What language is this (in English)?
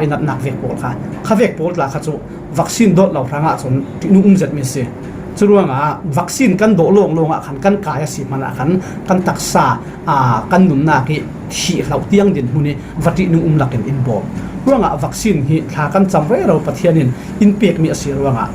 Falam Chin